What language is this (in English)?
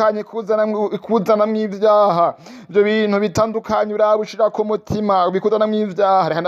Rundi